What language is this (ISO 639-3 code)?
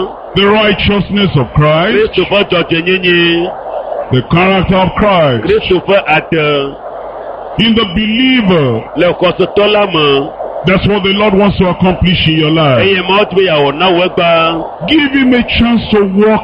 ewe